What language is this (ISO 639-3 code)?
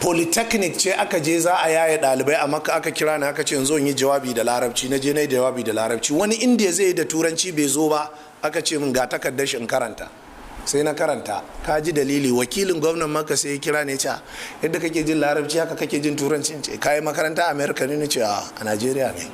hau